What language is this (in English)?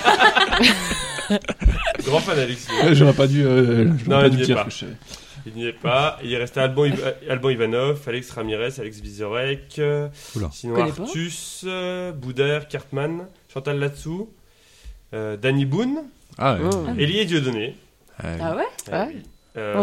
French